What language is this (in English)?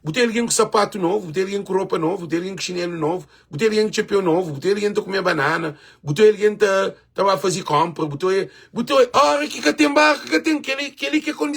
Kabuverdianu